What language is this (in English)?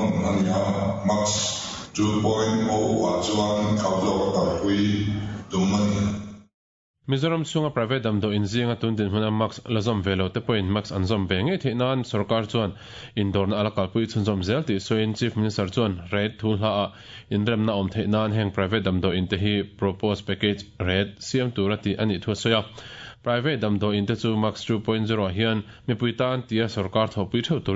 Mizo